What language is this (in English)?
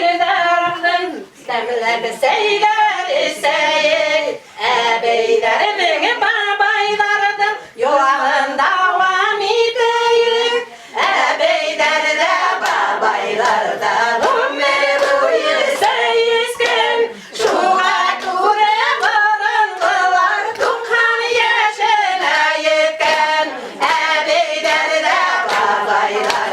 Bashkir